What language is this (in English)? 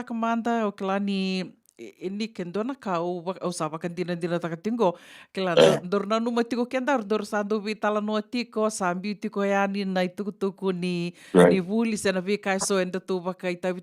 Fijian